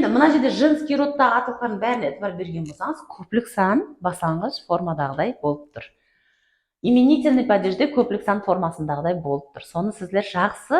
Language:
Kara-Kalpak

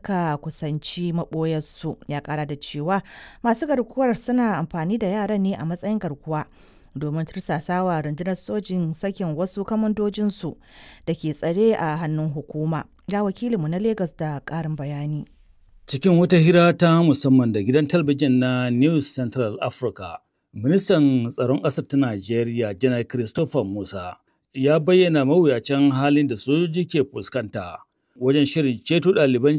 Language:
Hausa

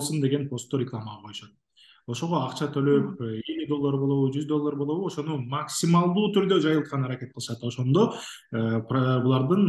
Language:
Kyrgyz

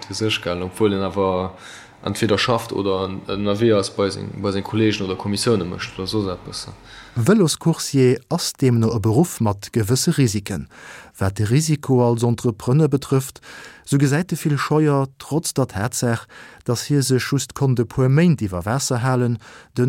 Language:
Luxembourgish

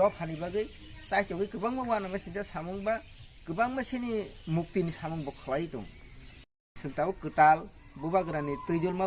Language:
Kok Borok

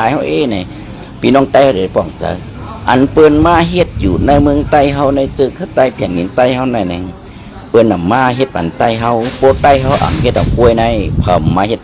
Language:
Shan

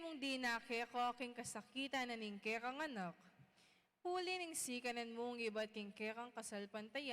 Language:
Pampanga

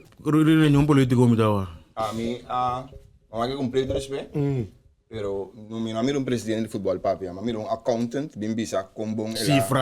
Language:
Papiamento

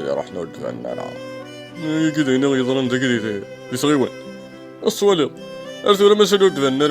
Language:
Kabyle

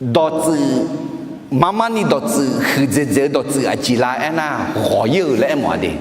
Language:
Akha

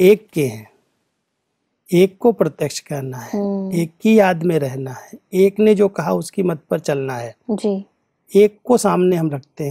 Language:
Hindi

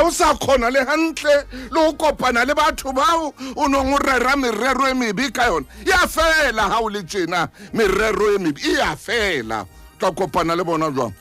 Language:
Southern Sotho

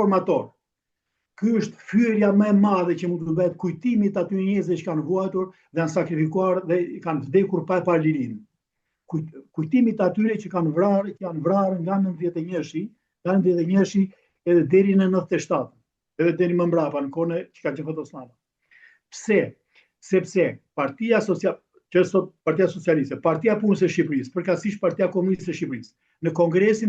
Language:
Albanian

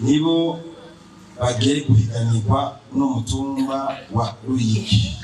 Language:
Rundi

